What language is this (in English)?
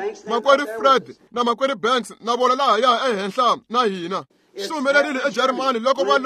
Tsonga